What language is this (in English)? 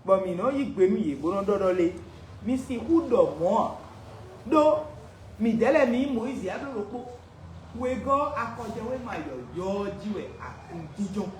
Fon